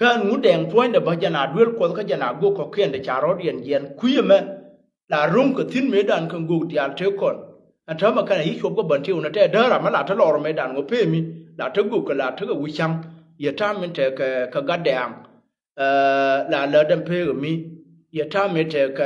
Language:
Nuer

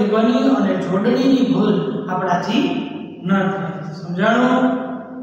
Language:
Gujarati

